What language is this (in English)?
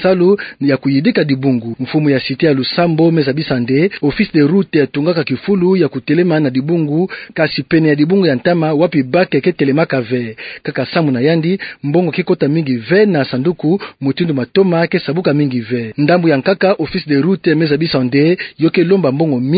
Kituba (Democratic Republic of Congo)